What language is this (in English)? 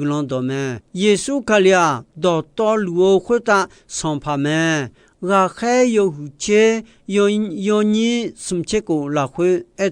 Akha